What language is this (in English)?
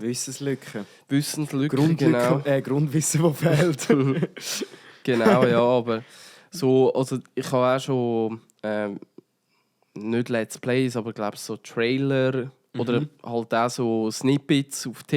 Swiss German